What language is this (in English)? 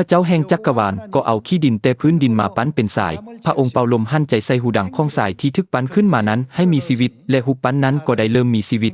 Lao